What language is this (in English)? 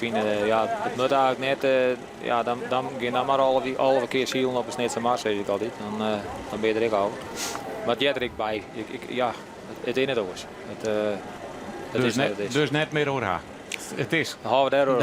Western Frisian